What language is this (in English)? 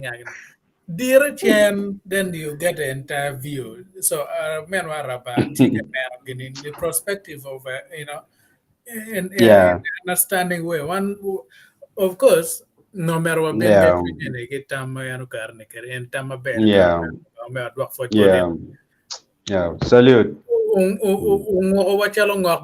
Acoli